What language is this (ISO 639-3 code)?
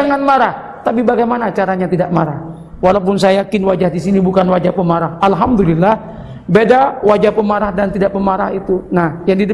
ind